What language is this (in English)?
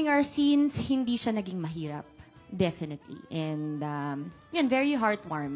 Filipino